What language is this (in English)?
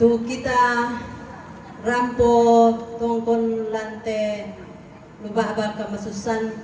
Toraja-Sa'dan